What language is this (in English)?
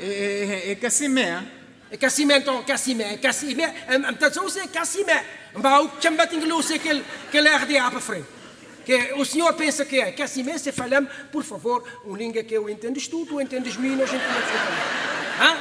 Kabuverdianu